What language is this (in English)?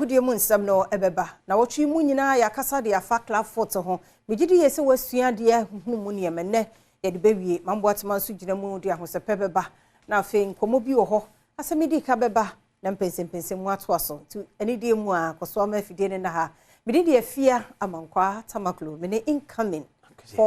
Akan